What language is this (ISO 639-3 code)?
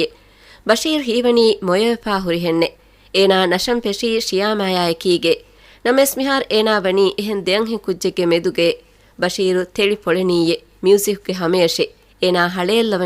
div